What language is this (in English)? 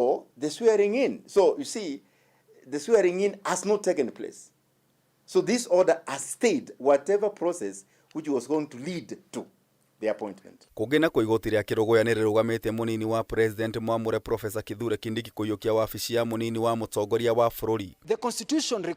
Kikuyu